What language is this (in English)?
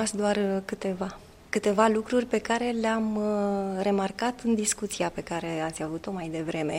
Romanian